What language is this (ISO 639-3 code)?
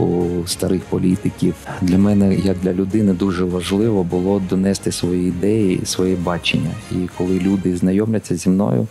ukr